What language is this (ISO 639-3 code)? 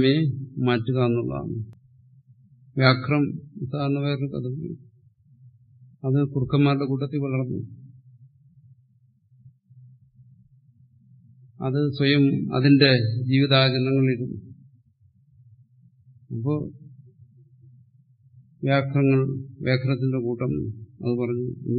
mal